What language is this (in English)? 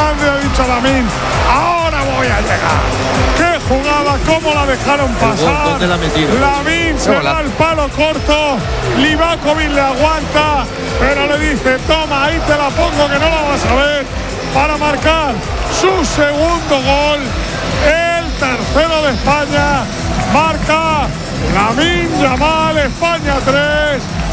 Spanish